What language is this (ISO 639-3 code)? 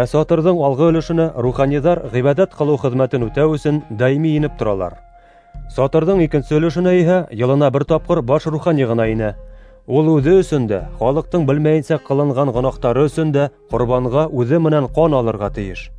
bak